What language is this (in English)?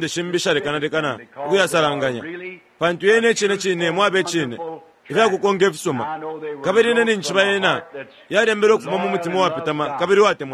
Bemba